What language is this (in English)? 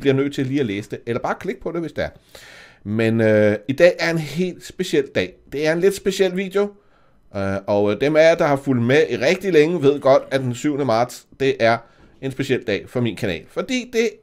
Danish